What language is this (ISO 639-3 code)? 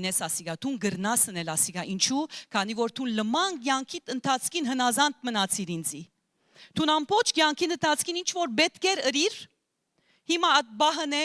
hyw